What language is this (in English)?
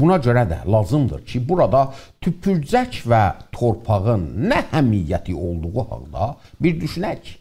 South Azerbaijani